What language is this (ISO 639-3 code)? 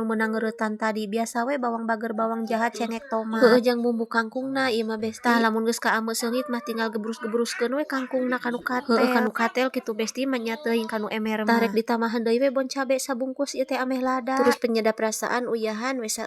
sun